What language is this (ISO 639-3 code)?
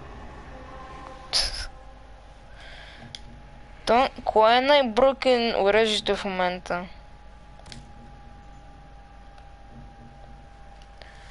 bul